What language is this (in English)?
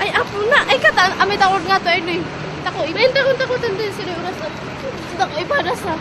Kankanaey